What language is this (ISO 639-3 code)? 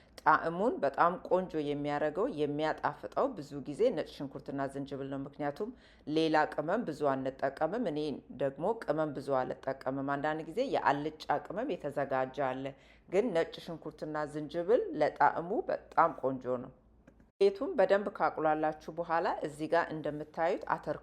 amh